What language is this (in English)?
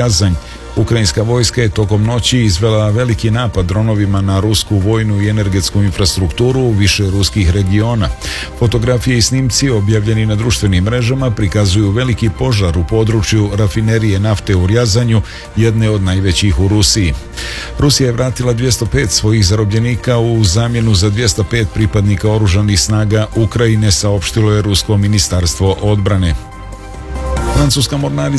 Bosnian